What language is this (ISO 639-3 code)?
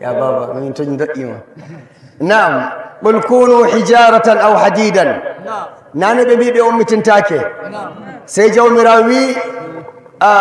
ful